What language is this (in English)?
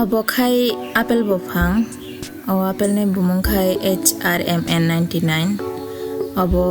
Kok Borok